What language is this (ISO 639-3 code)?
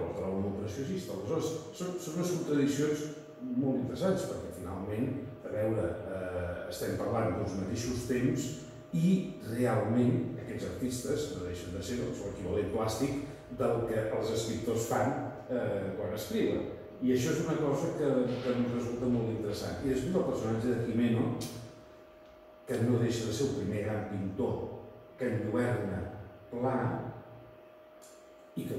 cat